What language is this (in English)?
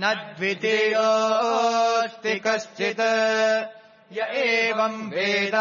Sanskrit